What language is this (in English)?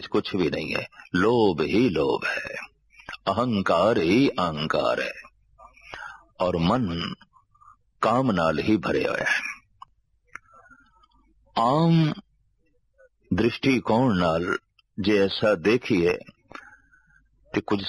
Punjabi